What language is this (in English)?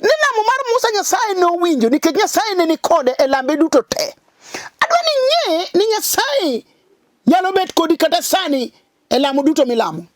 Luo (Kenya and Tanzania)